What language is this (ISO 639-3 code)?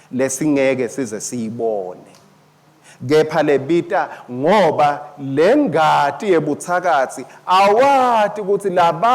ssw